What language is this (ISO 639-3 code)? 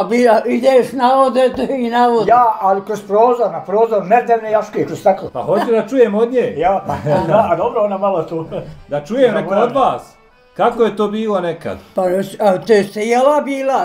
bos